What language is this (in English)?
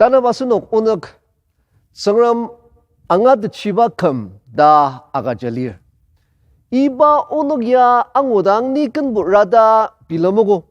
Ao Naga